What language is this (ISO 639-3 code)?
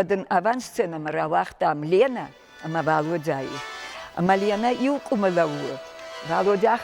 oss